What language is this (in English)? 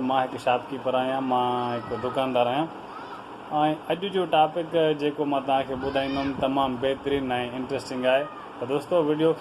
Sindhi